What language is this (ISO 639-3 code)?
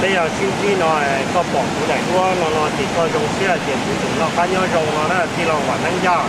hmn